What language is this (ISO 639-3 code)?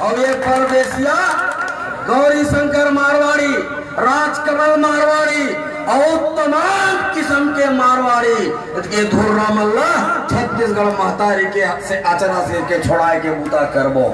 hne